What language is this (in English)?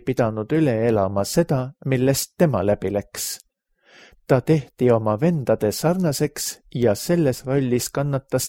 Estonian